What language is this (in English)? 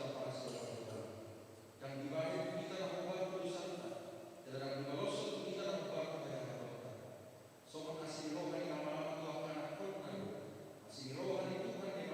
Batak Toba